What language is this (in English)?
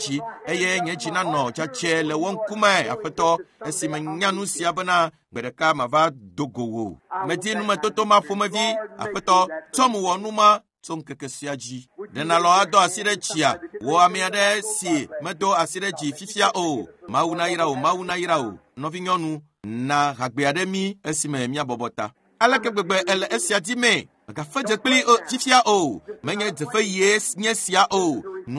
Ewe